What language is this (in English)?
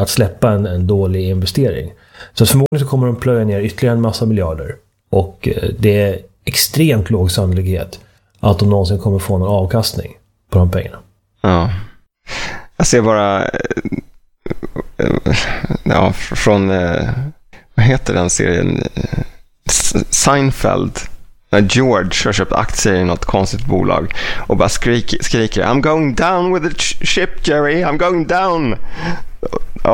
Swedish